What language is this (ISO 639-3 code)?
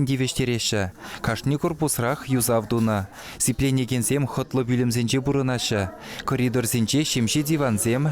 chv